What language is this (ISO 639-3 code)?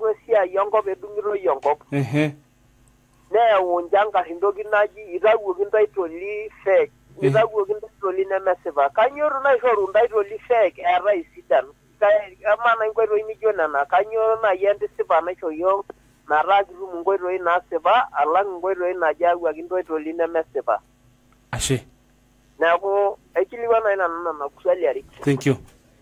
mas